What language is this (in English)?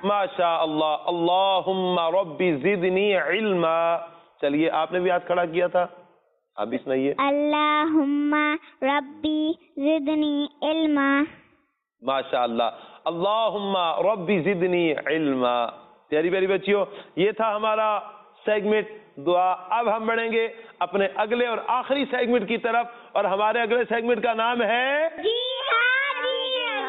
Urdu